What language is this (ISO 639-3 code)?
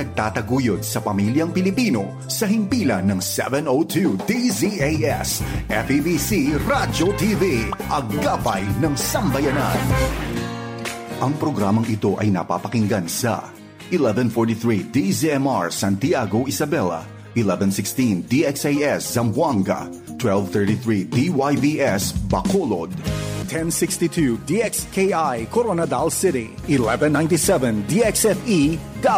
fil